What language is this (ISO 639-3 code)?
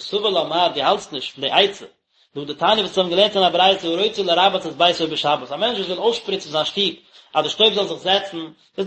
yid